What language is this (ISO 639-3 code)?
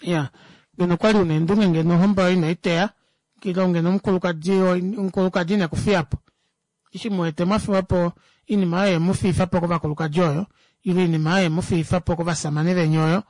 kua